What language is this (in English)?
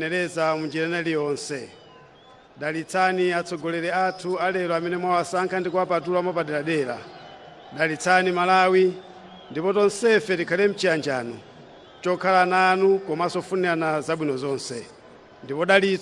Nyanja